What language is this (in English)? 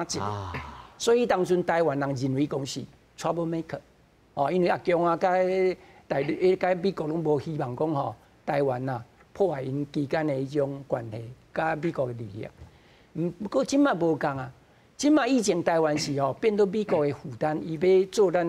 Min Nan Chinese